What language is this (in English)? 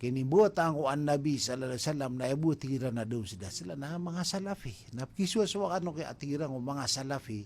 Maranao